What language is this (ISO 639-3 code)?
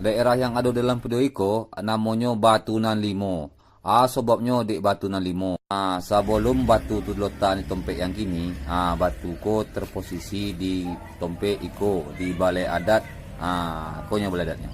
min